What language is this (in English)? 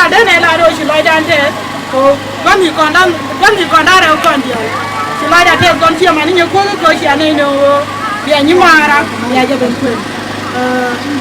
Nuer